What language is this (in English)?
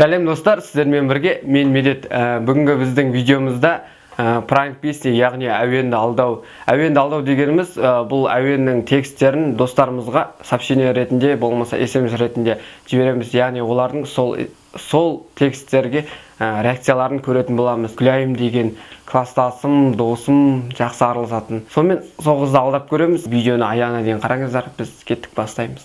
Kazakh